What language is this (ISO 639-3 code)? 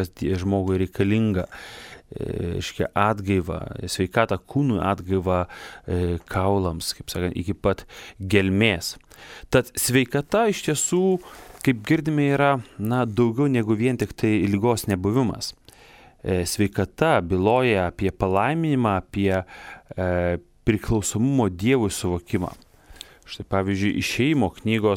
lit